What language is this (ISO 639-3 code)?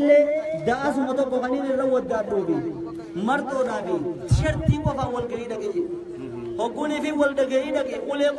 orm